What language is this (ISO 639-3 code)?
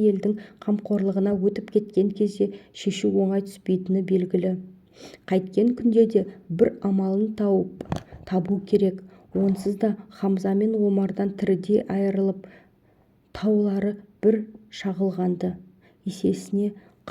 kaz